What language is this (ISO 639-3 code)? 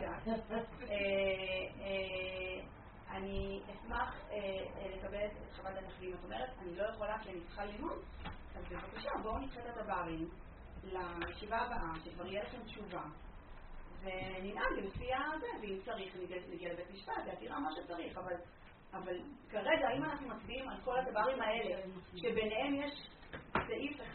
heb